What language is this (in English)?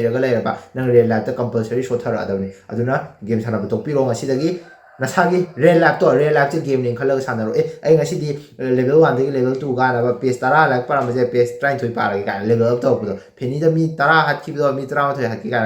Manipuri